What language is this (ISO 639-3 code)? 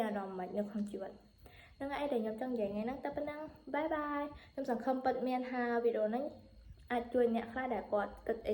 khm